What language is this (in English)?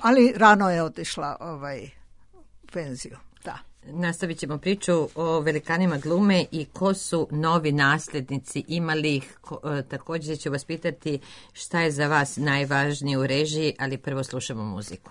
Serbian